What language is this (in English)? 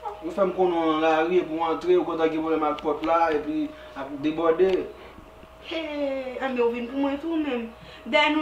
Haitian Creole